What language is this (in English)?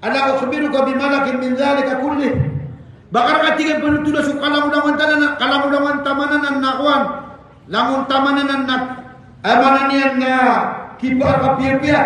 Maranao